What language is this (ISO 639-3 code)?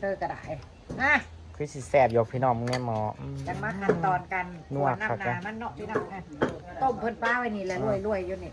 tts